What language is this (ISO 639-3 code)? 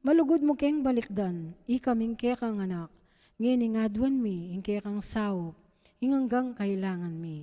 pam